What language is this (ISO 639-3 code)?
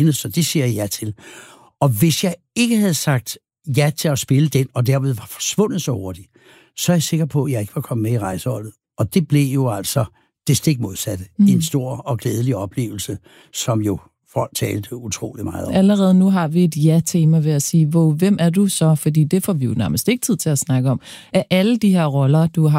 dan